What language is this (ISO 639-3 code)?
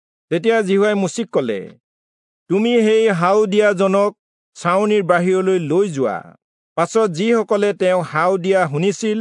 asm